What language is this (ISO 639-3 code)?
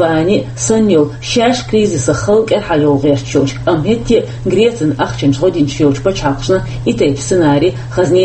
che